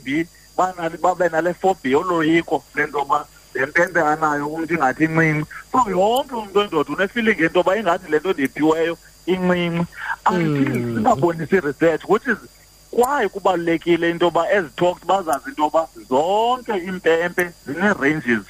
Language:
Xhosa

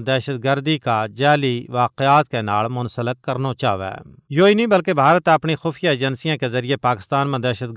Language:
Gujari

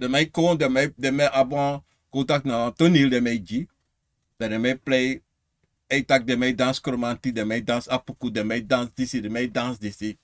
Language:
Sranan Tongo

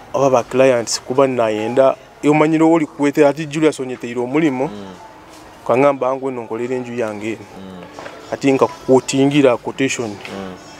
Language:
Nyoro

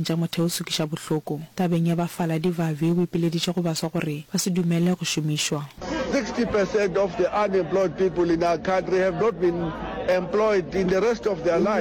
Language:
Northern Sotho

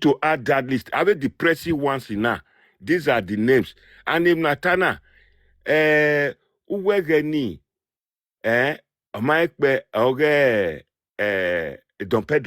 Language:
Nigerian Pidgin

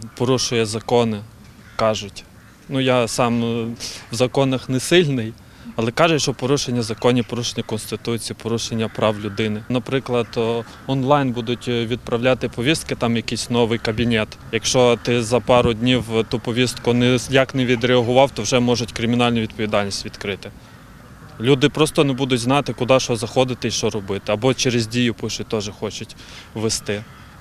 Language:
Ukrainian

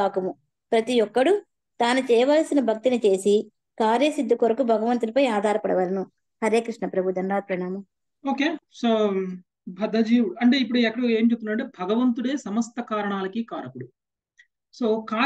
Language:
Telugu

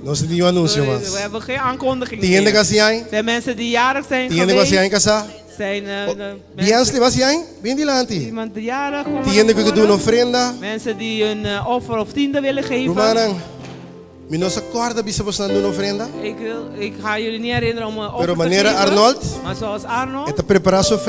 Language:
Papiamento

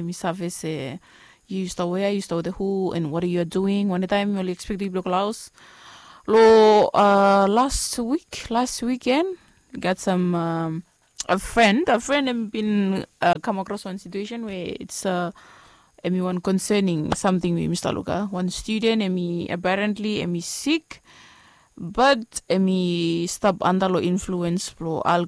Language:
Bislama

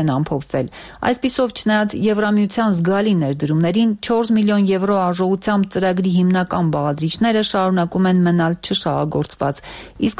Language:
Armenian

